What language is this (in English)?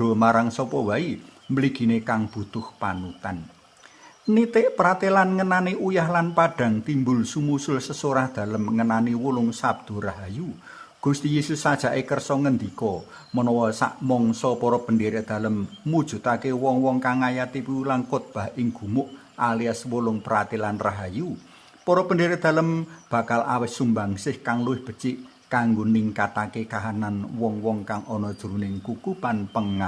Javanese